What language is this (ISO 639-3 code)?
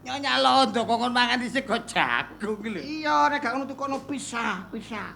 jav